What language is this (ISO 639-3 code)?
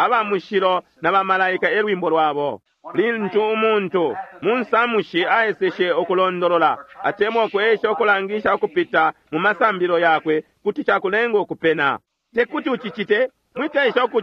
bem